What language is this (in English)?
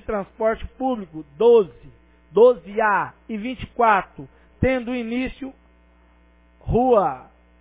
Portuguese